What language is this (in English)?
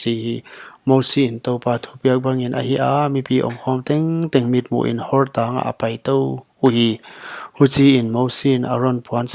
Paite Chin